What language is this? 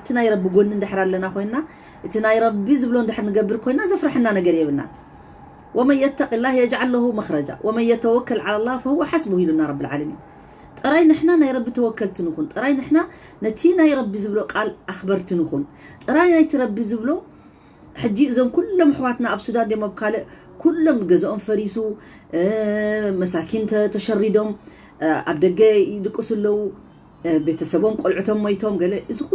Tigrinya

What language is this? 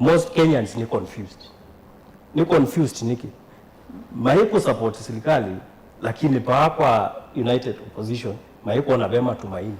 Kamba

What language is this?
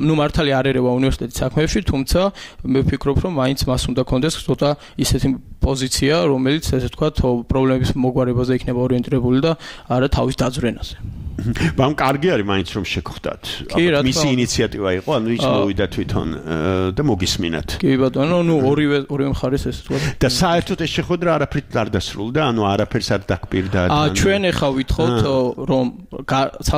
Georgian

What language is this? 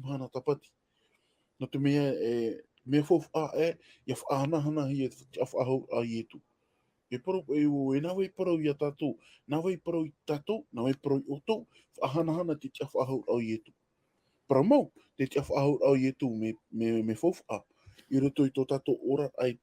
Tahitian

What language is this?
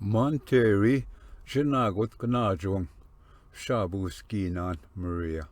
Ojibwa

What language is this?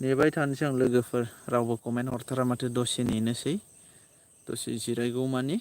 Bodo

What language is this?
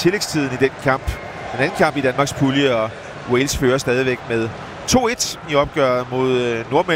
Danish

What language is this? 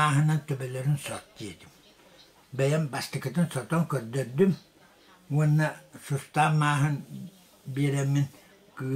Yakut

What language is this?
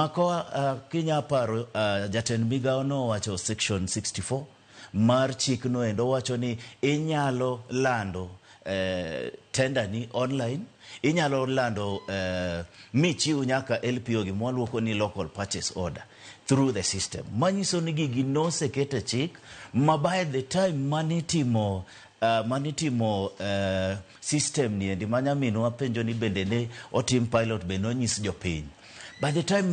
Luo (Kenya and Tanzania)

